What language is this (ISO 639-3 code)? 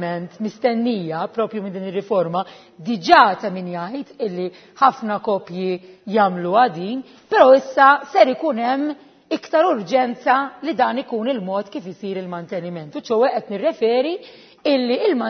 mlt